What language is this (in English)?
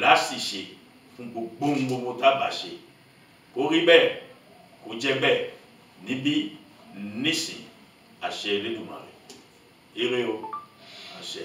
Yoruba